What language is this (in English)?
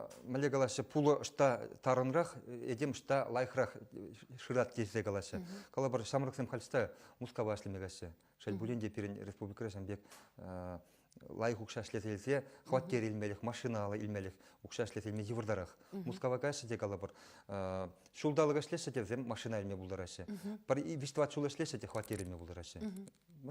Chuvash